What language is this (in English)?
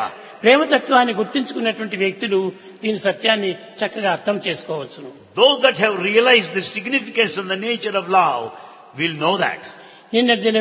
Telugu